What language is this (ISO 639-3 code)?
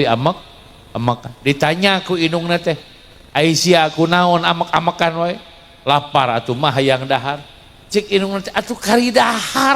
sun